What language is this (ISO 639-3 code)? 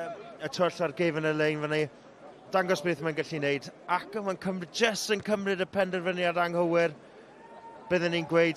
cym